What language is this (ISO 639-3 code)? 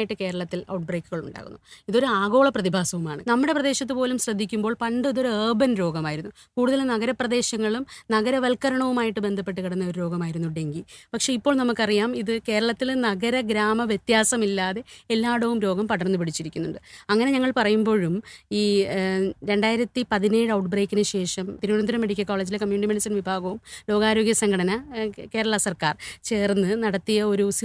mal